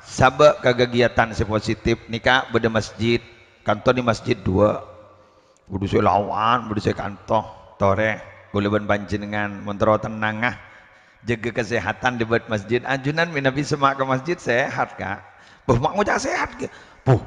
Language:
Madurese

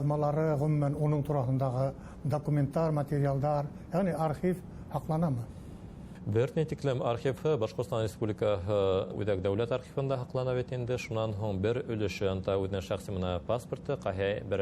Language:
Bashkir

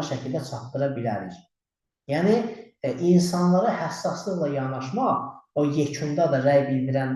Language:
Azerbaijani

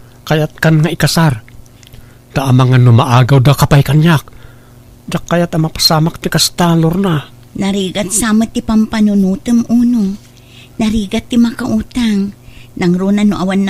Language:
Iloko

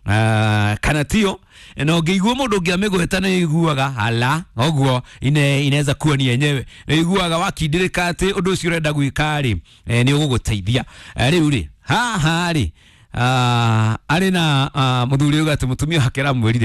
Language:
Kikuyu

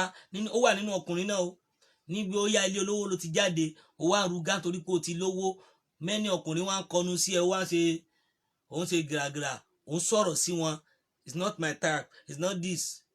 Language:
Yoruba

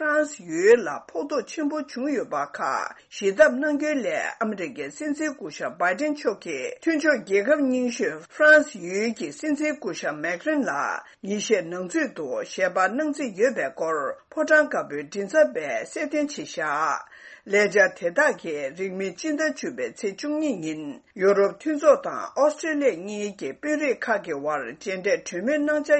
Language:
Tibetan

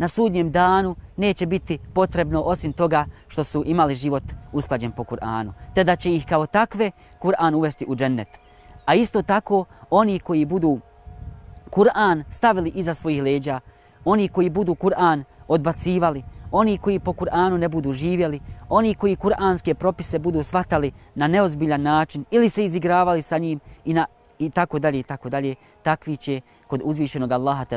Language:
Bosnian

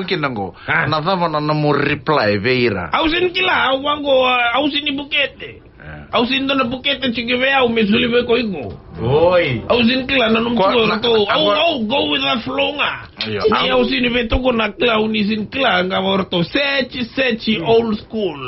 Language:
Fijian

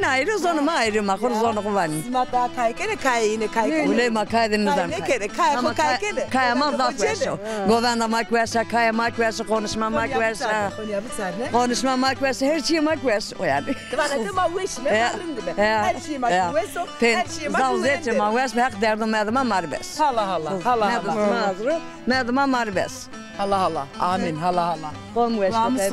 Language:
Zaza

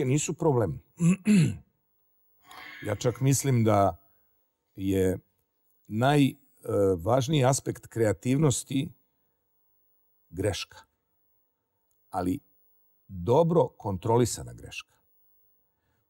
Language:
Serbian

